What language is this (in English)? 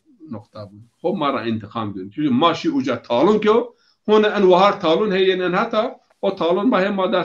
Zaza